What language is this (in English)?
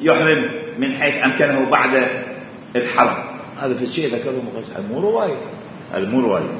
Mesopotamian Arabic